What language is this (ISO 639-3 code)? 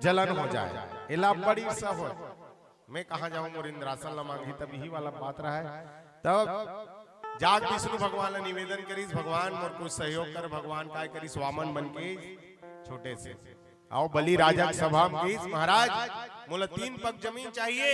hne